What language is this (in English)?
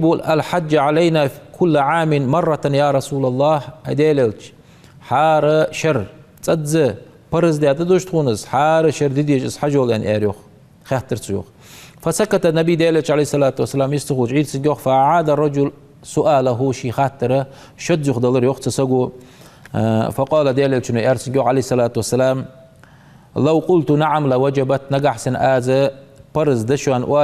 Ingush